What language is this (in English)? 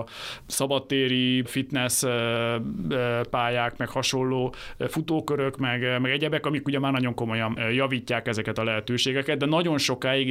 Hungarian